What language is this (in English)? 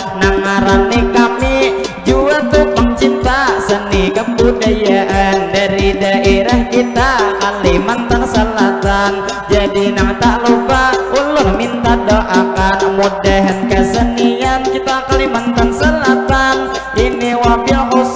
Banjar